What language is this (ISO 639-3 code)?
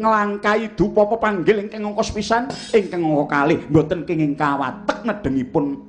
jav